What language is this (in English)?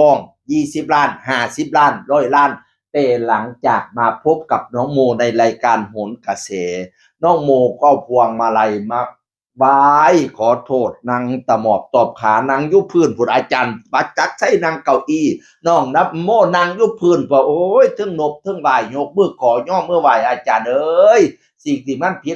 Northeastern Thai